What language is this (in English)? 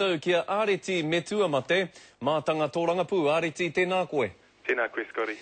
Māori